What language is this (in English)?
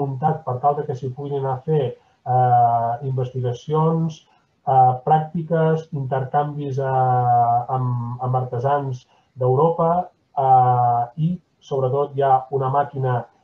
Catalan